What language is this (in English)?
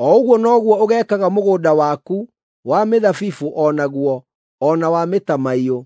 Kikuyu